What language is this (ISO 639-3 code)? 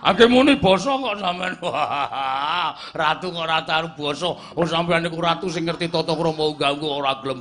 jav